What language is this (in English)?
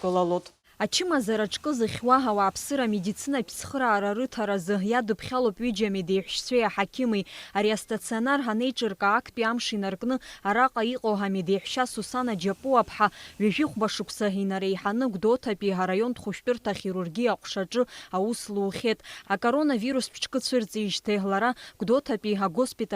Abkhazian